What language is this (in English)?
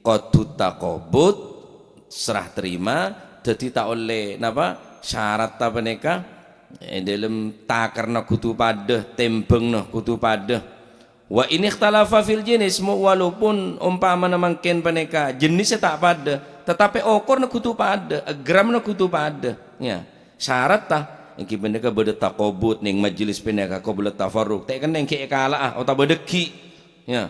Madurese